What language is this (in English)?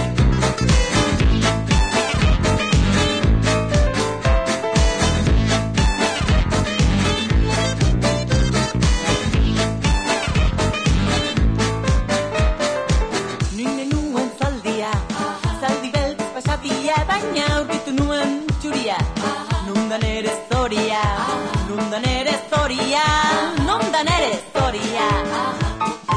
Basque